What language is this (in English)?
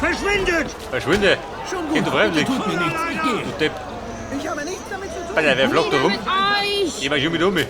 Bavarian